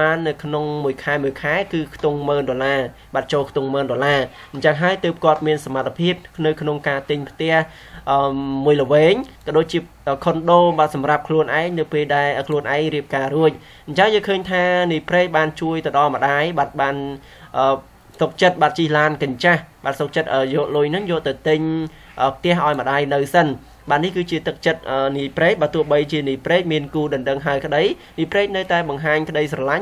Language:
Khmer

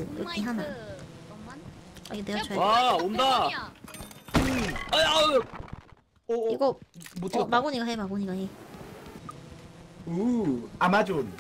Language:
Korean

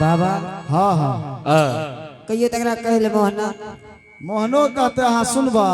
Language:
Angika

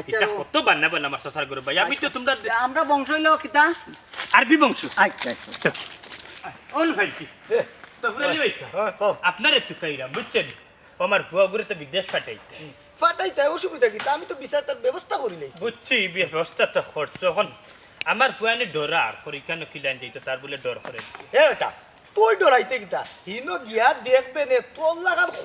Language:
Sylheti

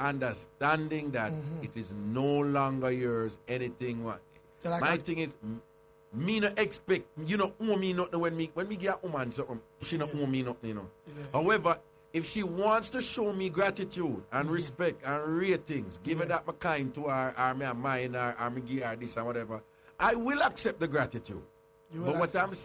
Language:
Jamaican Creole English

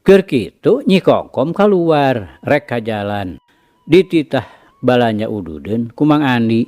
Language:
Sundanese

